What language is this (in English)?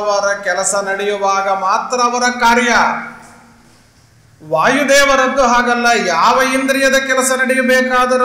Kannada